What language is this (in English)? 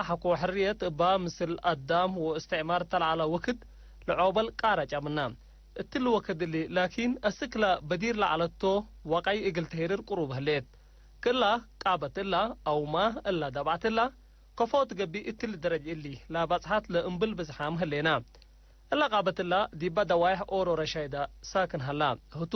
Tigre